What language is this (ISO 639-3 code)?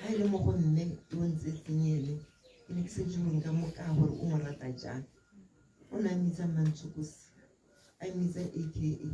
tsn